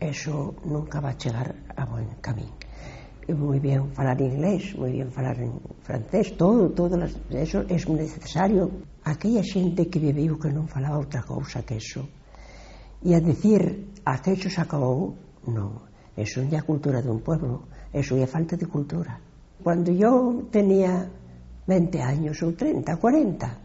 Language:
Asturian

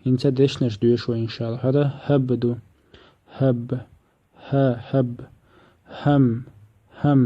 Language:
Chechen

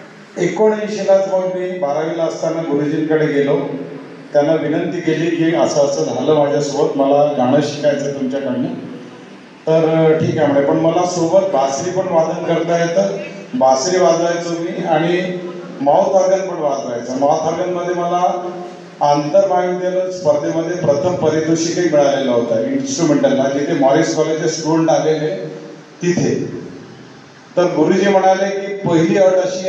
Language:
Marathi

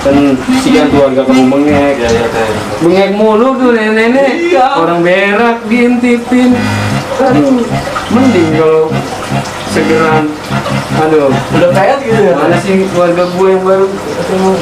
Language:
Betawi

